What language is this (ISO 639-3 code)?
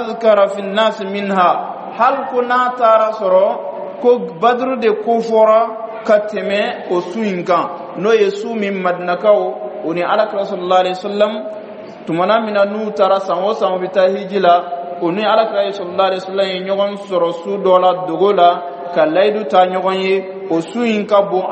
bam